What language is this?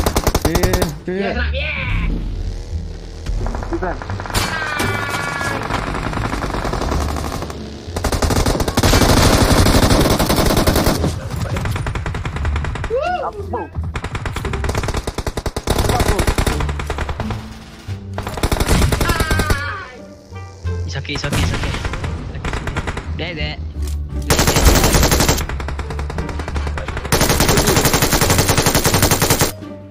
Malay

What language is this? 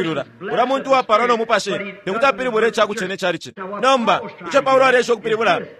Bemba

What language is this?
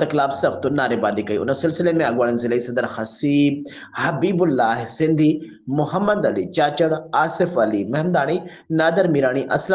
Sindhi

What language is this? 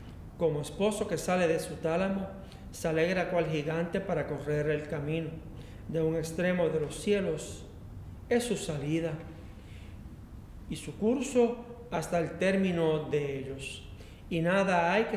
Spanish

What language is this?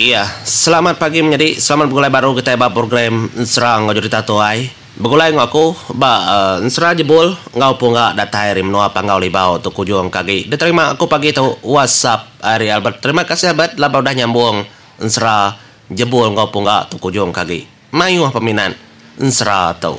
Iban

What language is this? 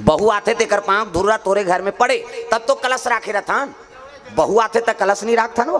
Chhattisgarhi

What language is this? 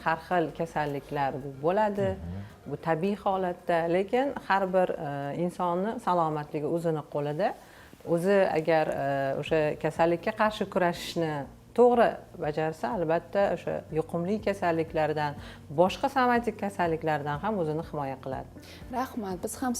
Uzbek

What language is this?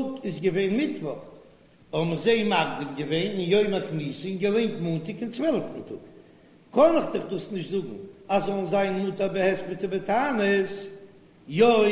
Yiddish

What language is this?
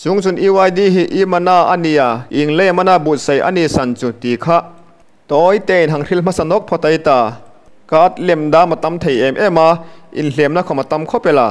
Hmar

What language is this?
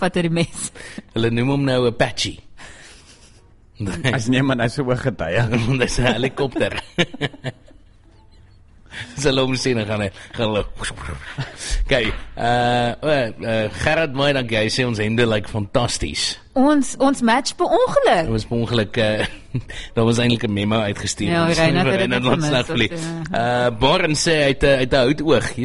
Afrikaans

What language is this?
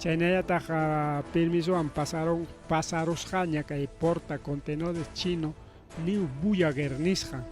Ayacucho Quechua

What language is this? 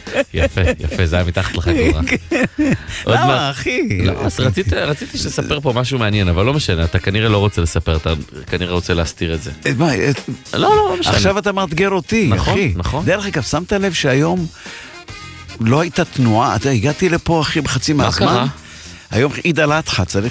Hebrew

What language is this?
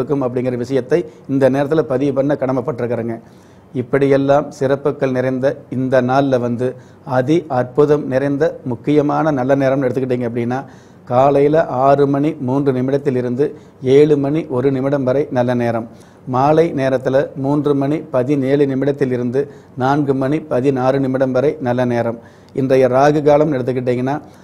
Tamil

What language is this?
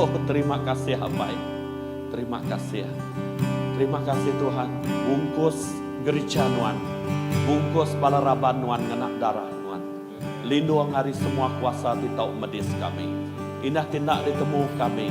Iban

